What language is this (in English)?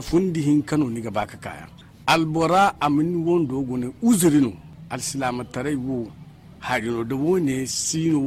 Zarma